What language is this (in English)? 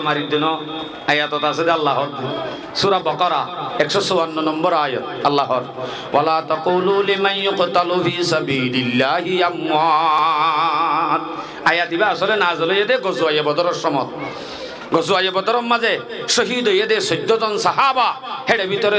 Rohingya